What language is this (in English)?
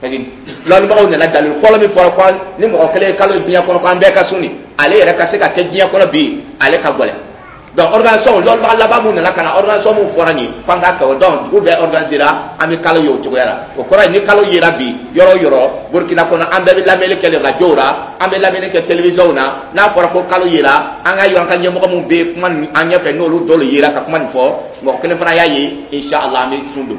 Dyula